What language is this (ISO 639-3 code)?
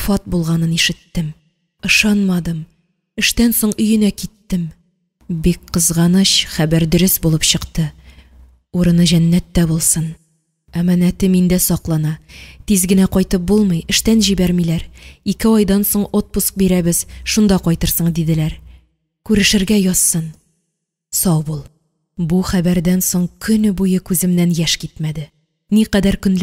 tat